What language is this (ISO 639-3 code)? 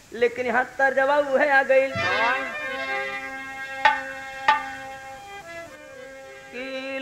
bho